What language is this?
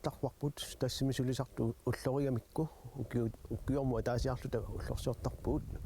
Kalaallisut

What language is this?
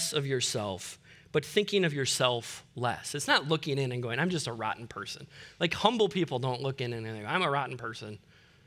English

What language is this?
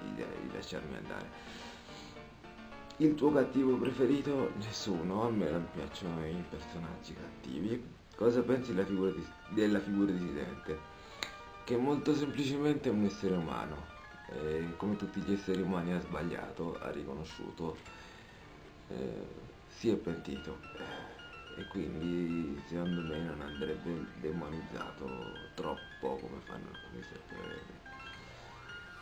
Italian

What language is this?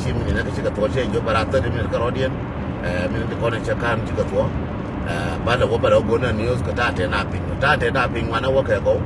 Nuer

